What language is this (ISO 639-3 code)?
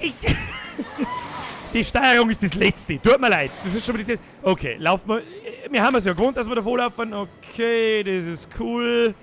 bar